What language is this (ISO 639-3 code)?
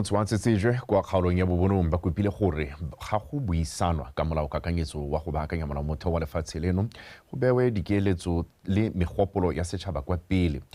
tsn